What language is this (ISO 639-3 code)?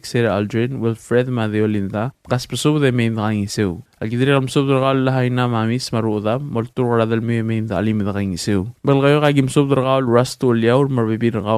pau